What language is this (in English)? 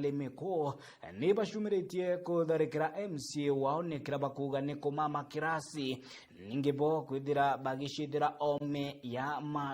Meru